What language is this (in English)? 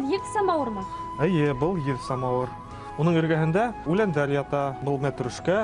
Bashkir